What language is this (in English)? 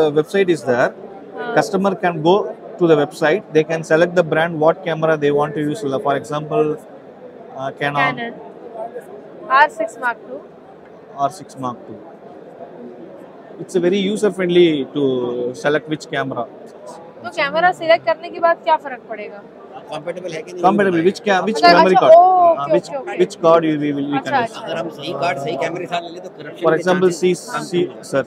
Hindi